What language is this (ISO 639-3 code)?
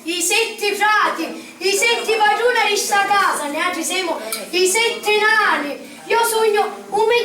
scn